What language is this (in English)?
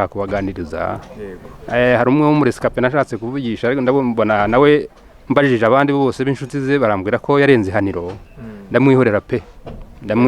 Kinyarwanda